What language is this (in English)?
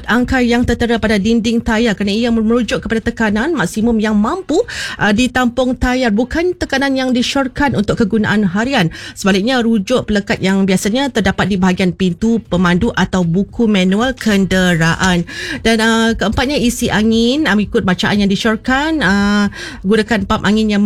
Malay